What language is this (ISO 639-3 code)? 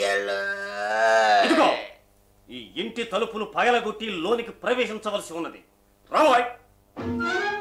tel